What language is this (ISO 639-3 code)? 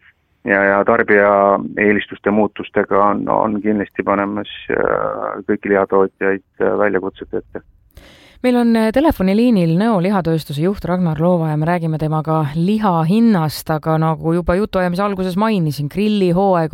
est